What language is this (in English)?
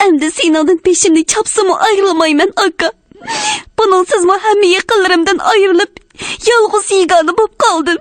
Uyghur